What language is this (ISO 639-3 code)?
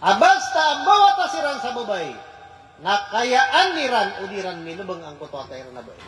mrw